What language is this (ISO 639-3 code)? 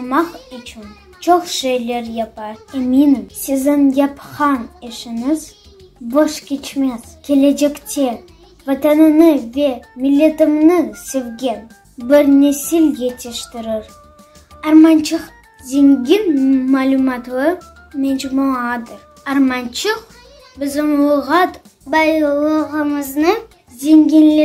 crh